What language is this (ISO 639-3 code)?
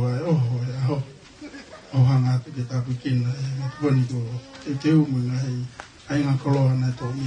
ton